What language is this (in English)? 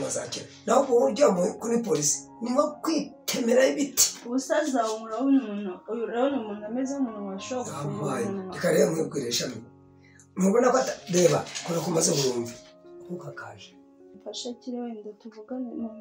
Kinyarwanda